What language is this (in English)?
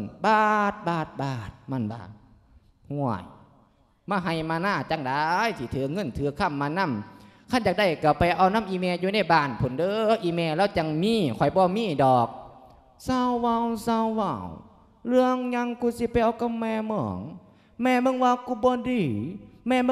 Lao